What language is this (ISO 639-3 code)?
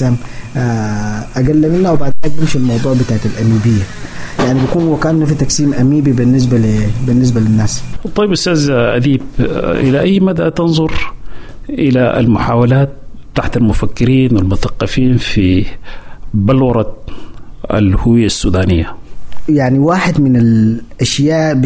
apd